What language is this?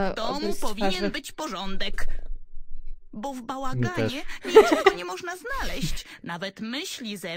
Polish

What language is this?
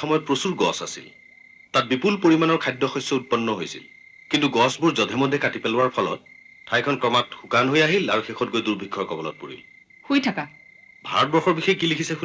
Assamese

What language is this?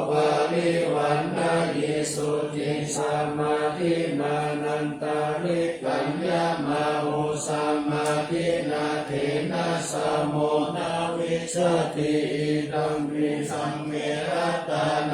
Pali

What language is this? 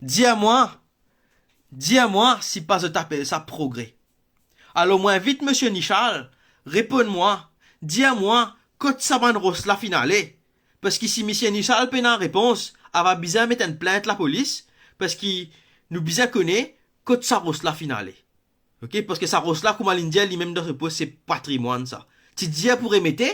Morisyen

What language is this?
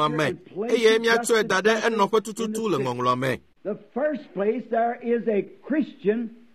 Ewe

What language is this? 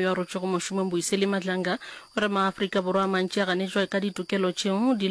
Northern Sotho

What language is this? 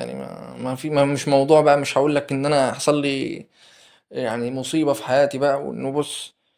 Egyptian Arabic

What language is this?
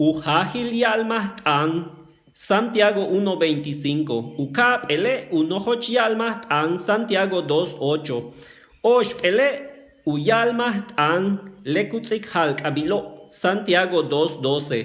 Yucateco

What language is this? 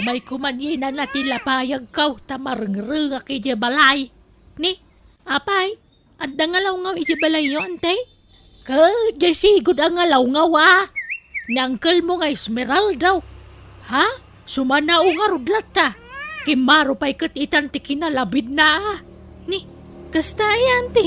Iloko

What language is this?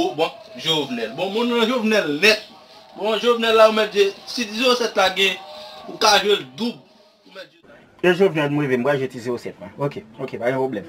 Haitian Creole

